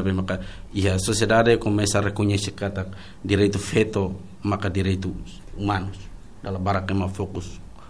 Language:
Tetum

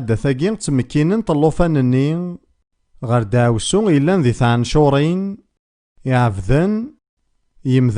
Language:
Kabyle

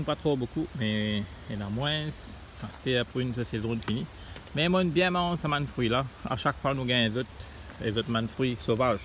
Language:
Morisyen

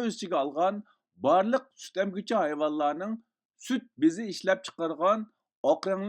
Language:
Uyghur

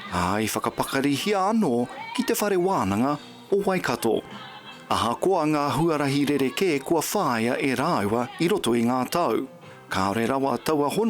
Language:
Māori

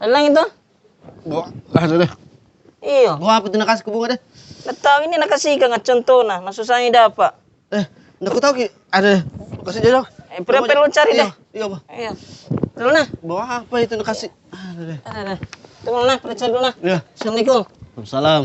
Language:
Makassar Malay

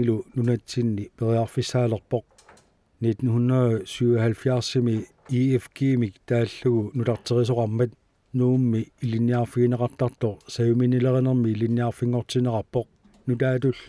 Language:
Kalaallisut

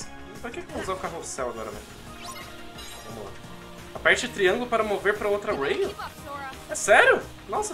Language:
Portuguese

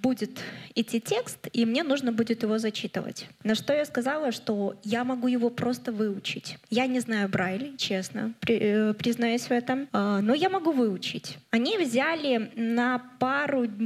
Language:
Russian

